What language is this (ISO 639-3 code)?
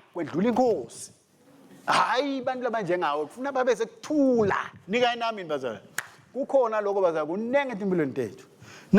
ssw